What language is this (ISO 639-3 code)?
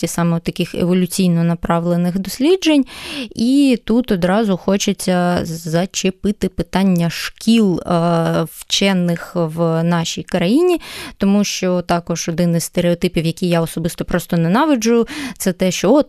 ukr